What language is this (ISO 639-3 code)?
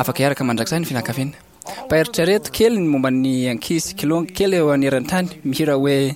mlg